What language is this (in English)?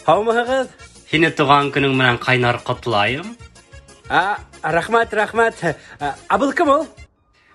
Bashkir